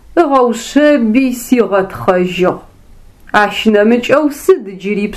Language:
Adyghe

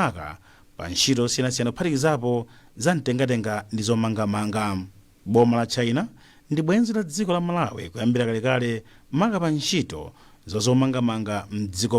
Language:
Nyanja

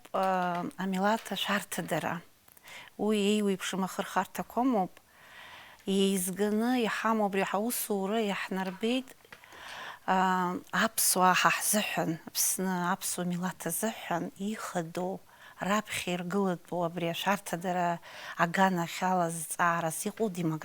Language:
Abkhazian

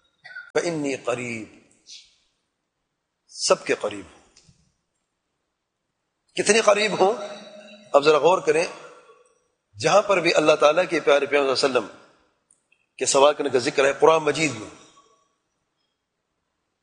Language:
Urdu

